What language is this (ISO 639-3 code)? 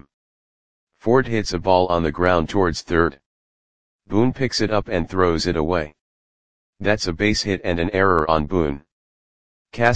eng